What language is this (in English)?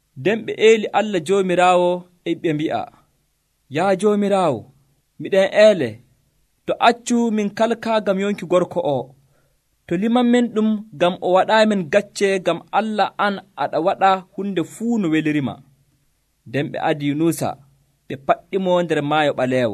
Nigerian Fulfulde